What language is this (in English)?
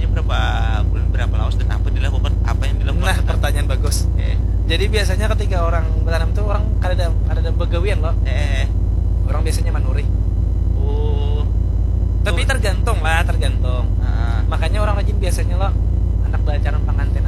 Banjar